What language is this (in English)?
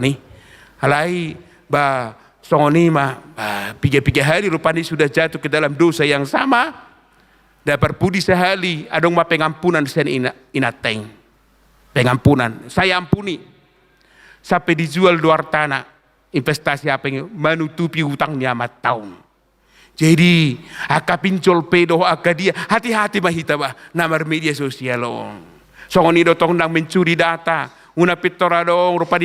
Batak Toba